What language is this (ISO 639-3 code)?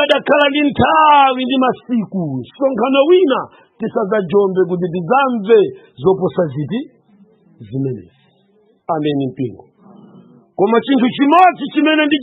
nya